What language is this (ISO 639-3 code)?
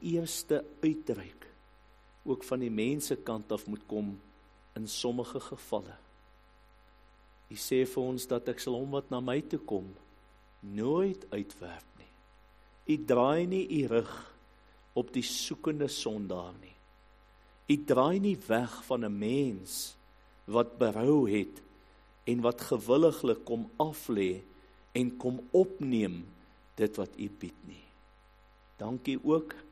afr